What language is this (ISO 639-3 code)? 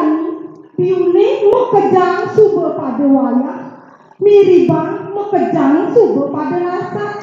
ban